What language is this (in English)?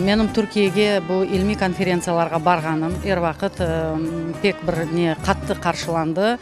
Crimean Tatar